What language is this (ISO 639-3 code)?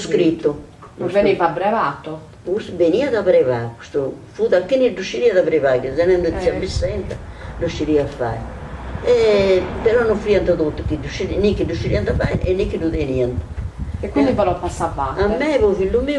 srd